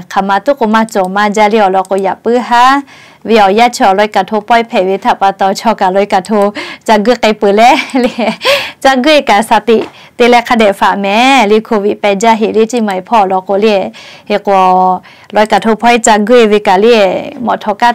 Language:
Lahu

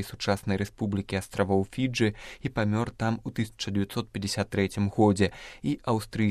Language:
Belarusian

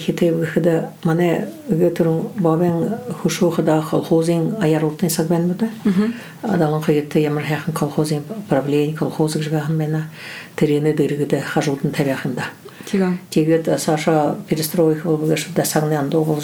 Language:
Buriat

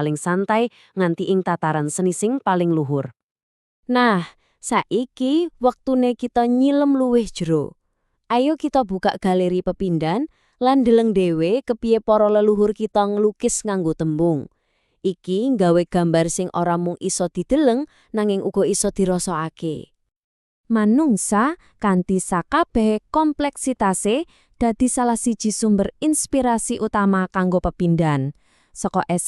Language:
Javanese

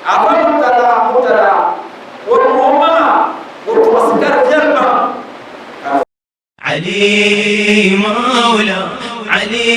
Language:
Dagbani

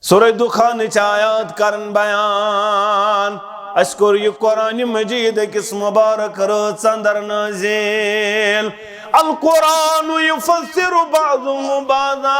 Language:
Kashmiri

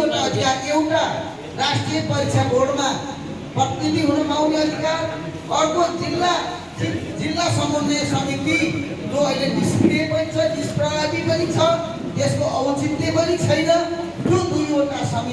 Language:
Nepali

